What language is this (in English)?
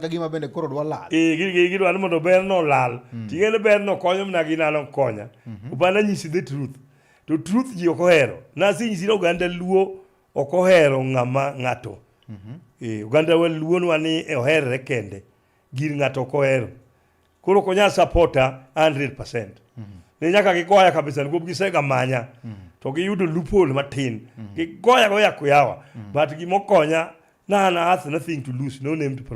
Luo (Kenya and Tanzania)